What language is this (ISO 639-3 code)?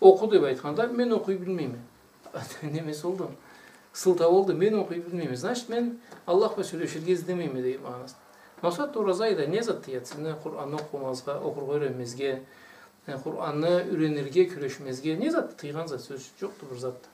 krc